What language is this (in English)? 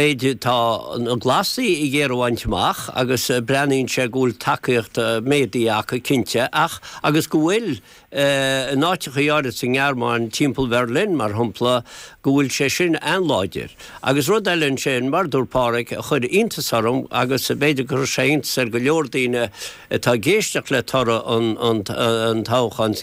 Irish